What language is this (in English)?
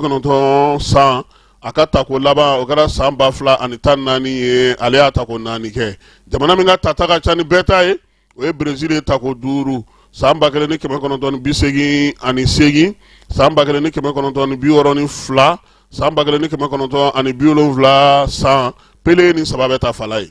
Bambara